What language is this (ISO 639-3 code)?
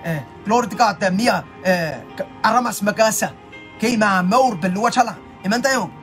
pon